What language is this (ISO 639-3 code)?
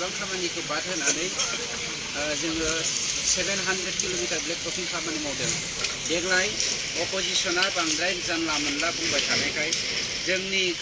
brx